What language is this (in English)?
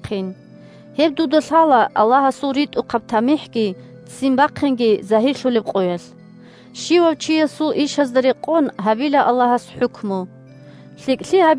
Avaric